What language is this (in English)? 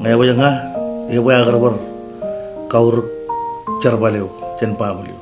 Marshallese